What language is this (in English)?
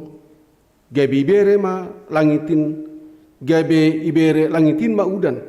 Batak Simalungun